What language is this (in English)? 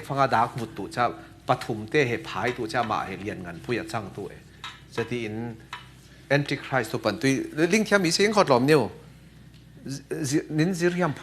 Falam Chin